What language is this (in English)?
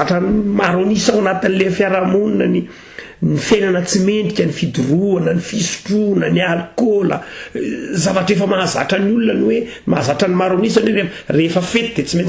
Malagasy